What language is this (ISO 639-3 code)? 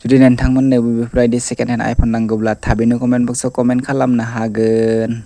brx